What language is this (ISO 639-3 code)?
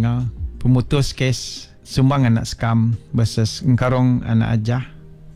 iba